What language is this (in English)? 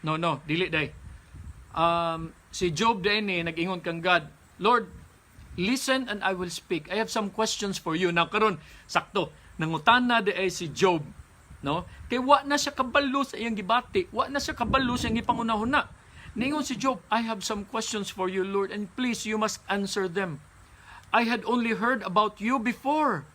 Cebuano